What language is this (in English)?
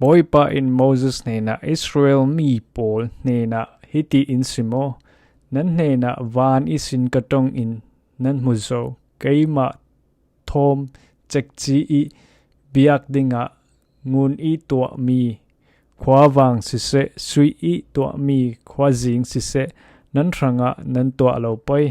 Falam Chin